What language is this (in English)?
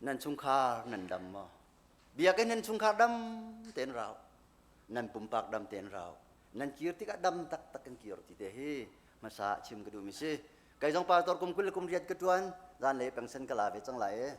Hakha Chin